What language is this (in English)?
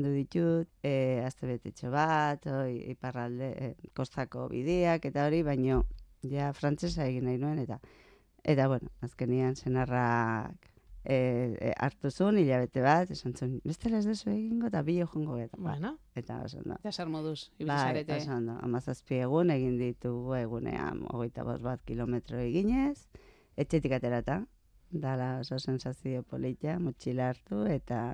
Basque